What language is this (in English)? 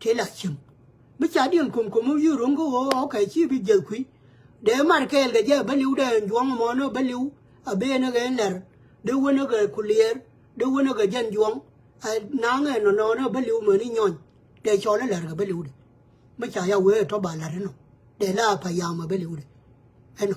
Nuer